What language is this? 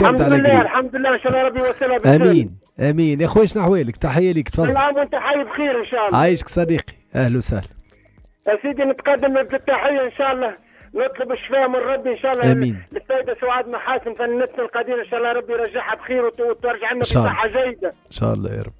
Tunisian Arabic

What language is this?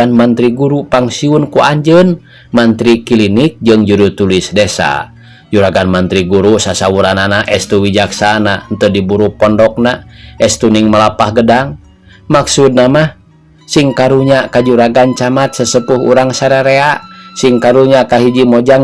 Sundanese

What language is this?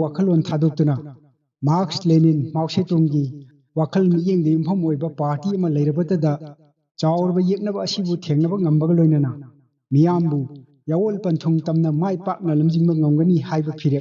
Manipuri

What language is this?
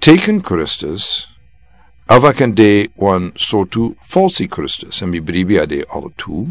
Sranan Tongo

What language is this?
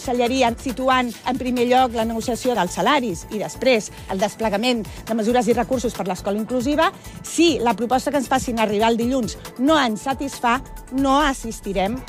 Catalan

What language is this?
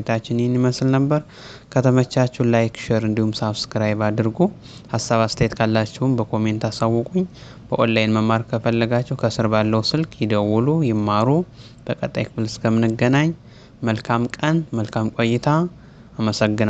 Amharic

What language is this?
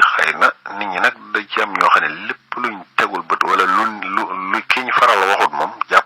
Wolof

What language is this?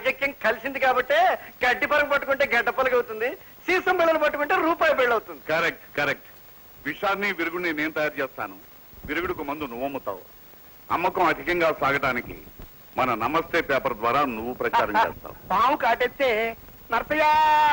Telugu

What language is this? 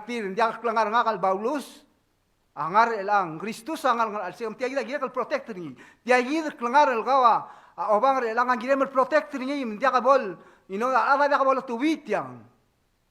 Palauan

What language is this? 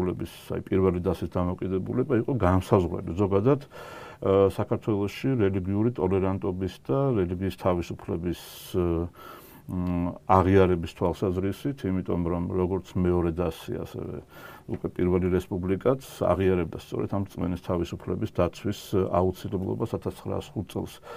Georgian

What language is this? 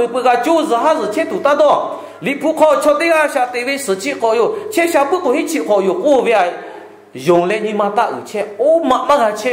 Lahu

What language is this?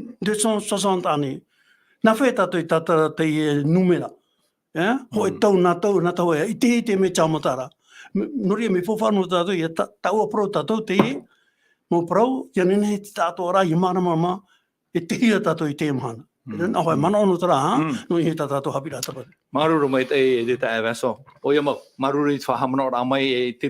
Tahitian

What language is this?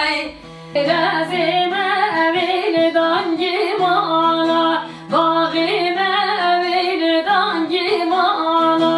Kurdish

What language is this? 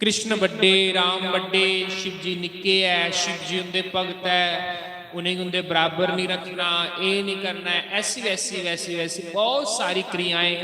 Dogri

